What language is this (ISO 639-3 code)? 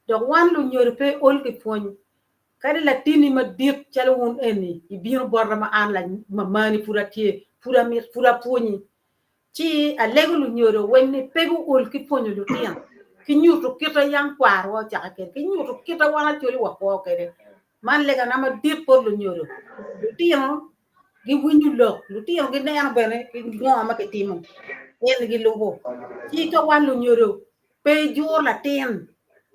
ach